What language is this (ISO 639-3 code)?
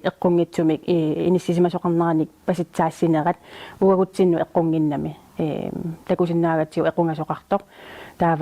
kal